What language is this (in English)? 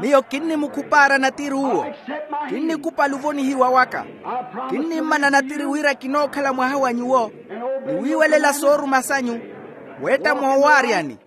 Makhuwa